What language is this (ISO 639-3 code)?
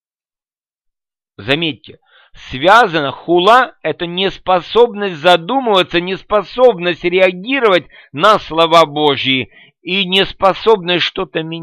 rus